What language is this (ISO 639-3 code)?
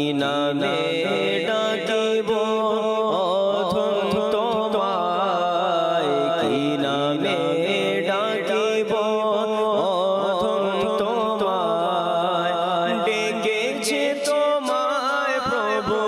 ben